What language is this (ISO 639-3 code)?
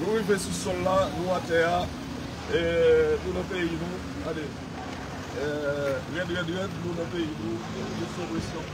hat